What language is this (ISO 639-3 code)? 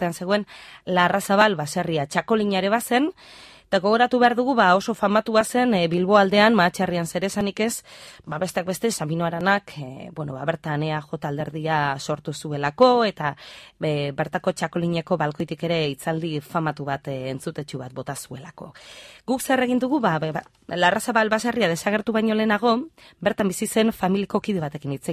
eus